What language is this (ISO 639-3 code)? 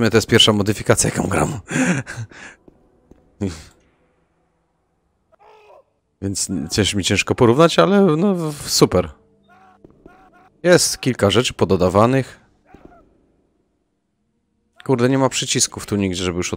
pol